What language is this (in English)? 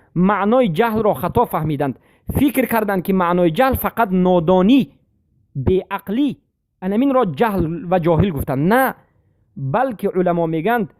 Persian